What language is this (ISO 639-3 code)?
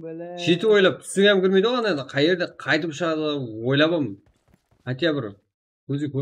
kaa